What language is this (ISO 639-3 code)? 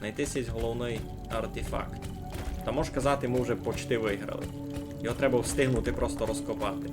rue